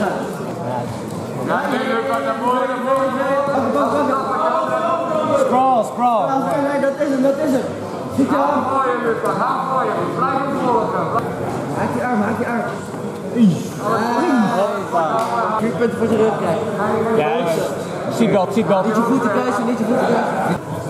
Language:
Dutch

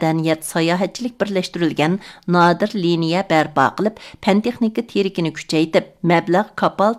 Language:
Uyghur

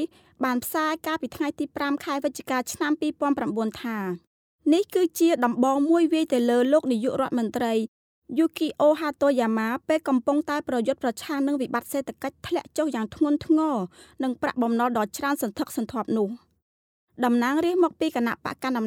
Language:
Khmer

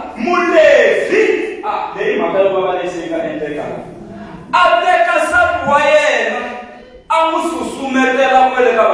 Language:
Tsonga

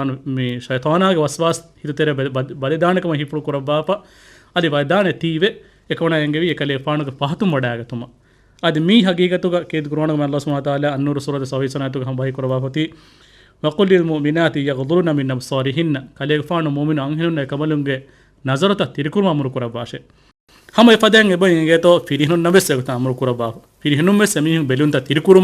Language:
Divehi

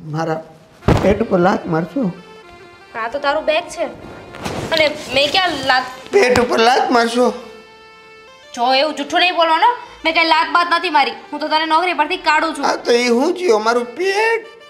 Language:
Gujarati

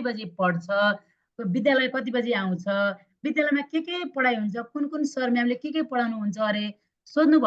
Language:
Nepali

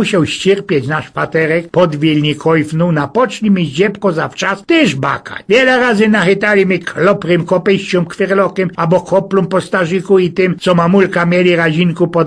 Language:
Silesian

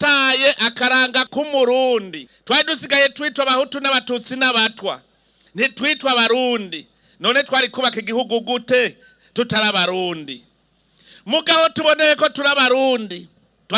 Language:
Rundi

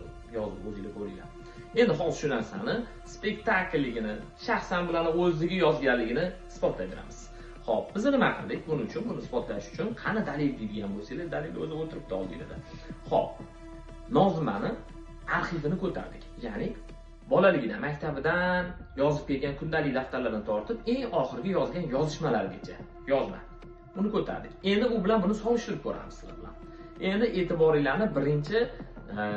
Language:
Uzbek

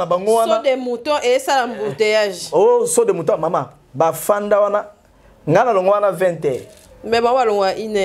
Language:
Lingala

